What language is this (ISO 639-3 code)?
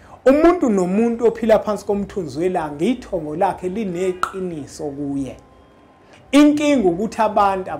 zul